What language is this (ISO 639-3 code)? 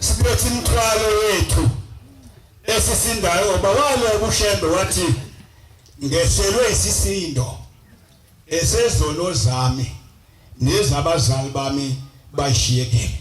zul